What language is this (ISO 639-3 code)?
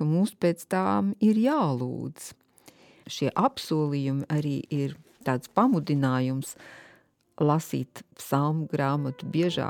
lav